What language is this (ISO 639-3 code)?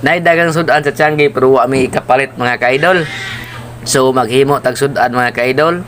ceb